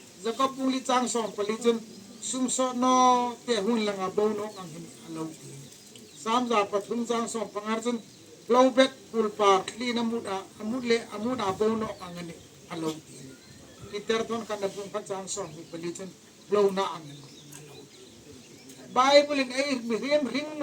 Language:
Hmar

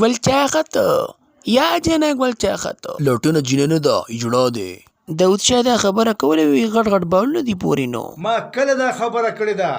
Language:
Pashto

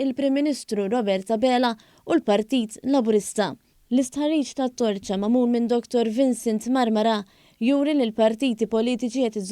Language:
Maltese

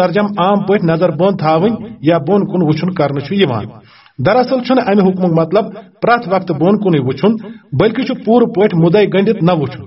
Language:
Kashmiri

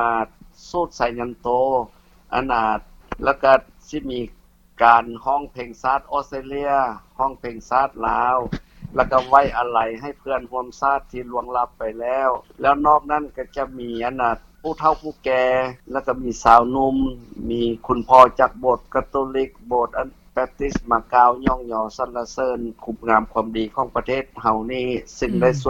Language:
Lao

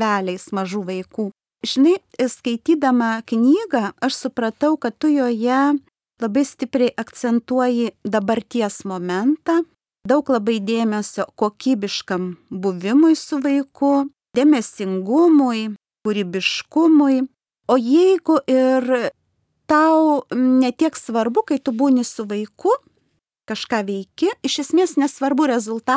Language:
Lithuanian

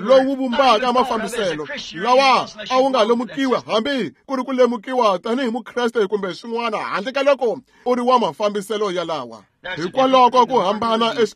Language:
Tsonga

